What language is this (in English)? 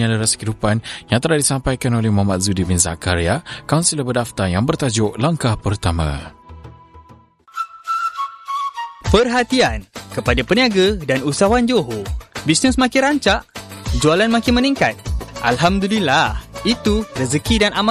Malay